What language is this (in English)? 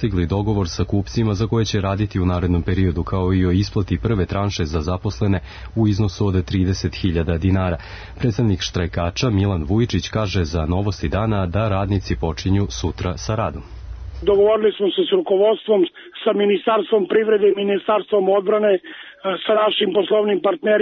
Serbian